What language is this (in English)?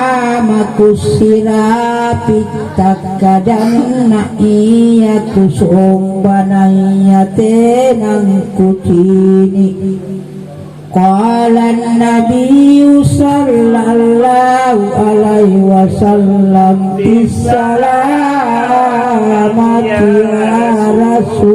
Makasar